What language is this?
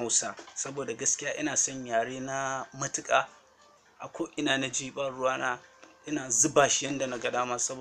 Hausa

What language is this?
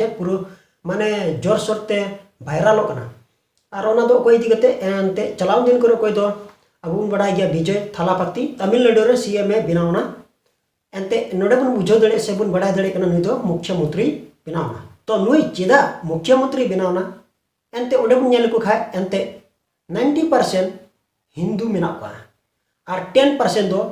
Santali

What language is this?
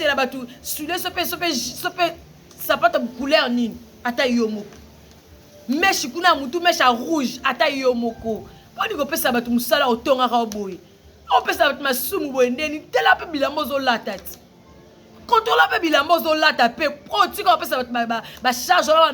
Lingala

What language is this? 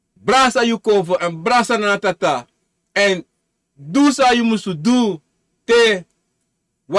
Sranan Tongo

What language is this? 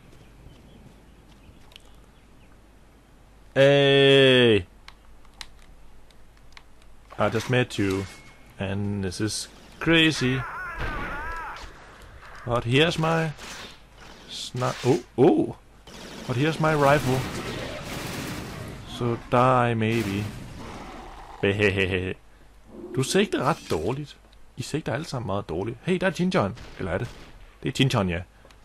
Danish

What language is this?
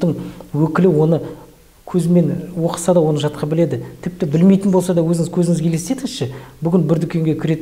Kazakh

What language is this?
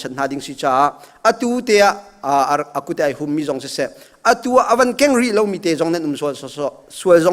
Hakha Chin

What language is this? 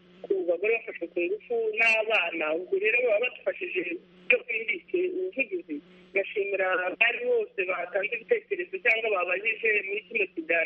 Kinyarwanda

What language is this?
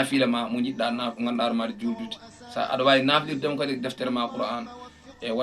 Fula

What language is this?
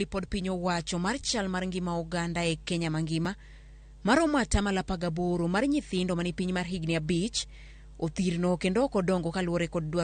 Luo (Kenya and Tanzania)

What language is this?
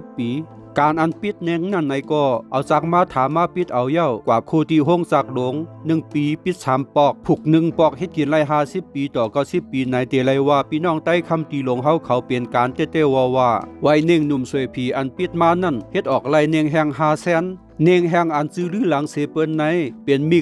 Shan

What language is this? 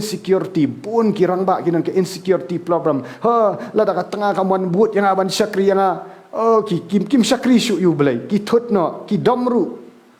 Khasi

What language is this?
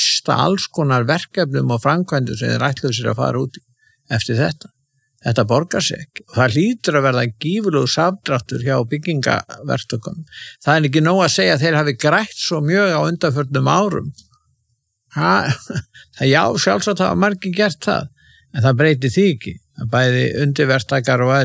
Icelandic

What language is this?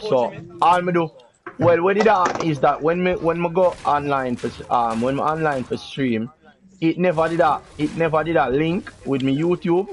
Jamaican Creole English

